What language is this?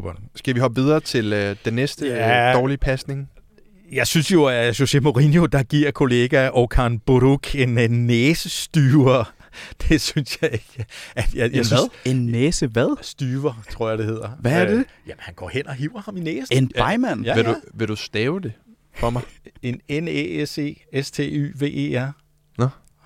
Danish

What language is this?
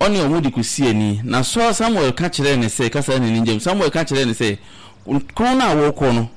Akan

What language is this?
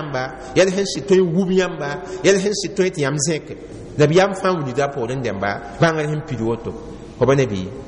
Mossi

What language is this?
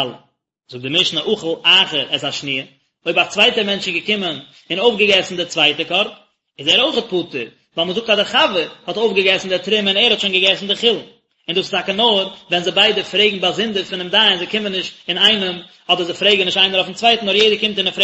Yiddish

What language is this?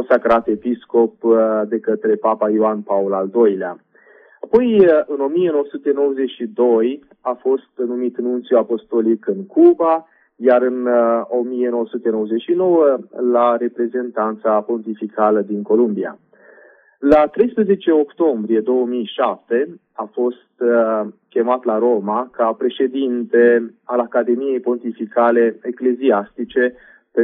Romanian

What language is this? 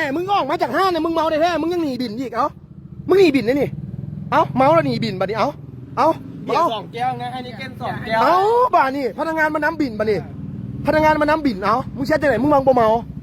Northeastern Thai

